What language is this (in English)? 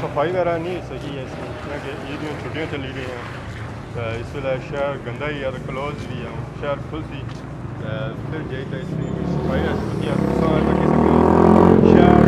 Pahari-Potwari